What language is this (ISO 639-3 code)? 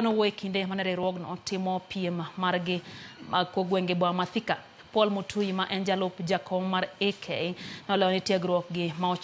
luo